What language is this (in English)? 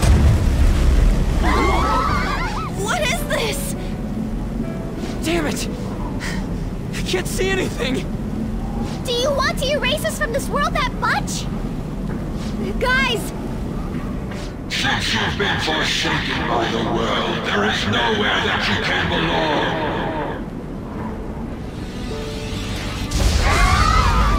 English